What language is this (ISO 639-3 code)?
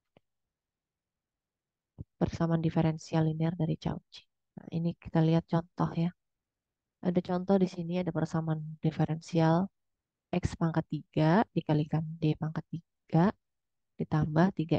ind